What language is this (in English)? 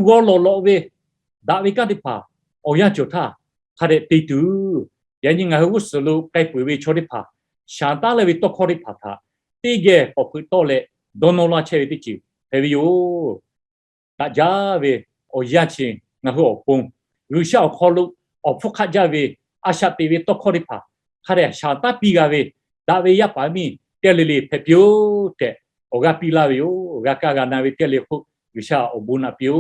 Lahu